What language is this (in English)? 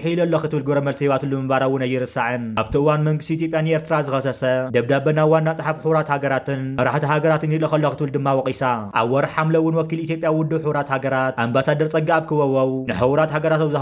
Tigrinya